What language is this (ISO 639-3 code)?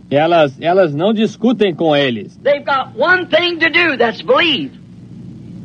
por